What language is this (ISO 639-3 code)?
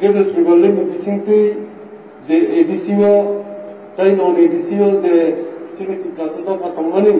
trp